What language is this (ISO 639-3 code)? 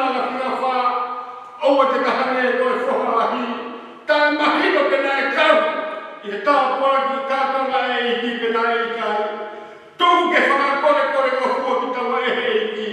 ton